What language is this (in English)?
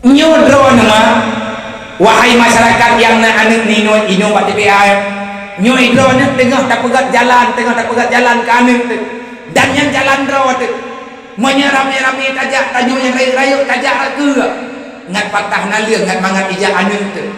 Achinese